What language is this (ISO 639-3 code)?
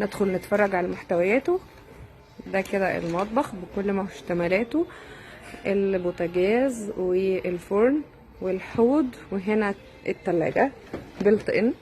arz